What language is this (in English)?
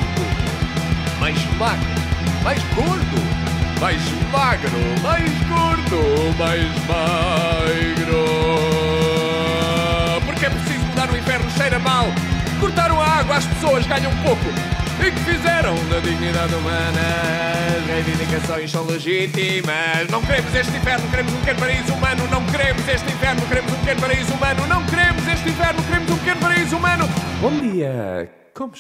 Portuguese